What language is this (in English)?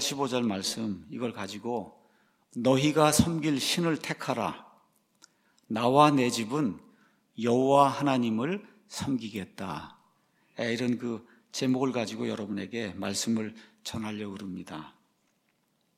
Korean